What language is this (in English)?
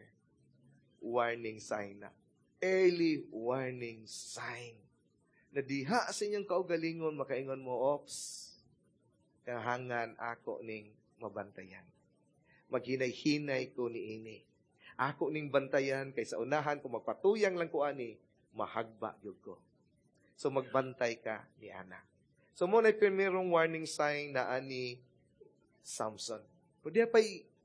Cebuano